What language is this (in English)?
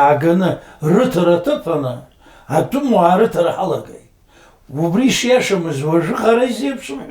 Abkhazian